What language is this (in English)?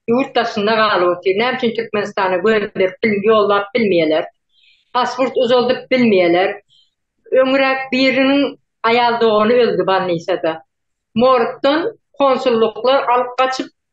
Turkmen